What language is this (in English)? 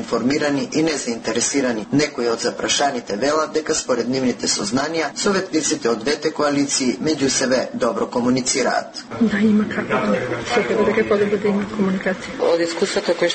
Macedonian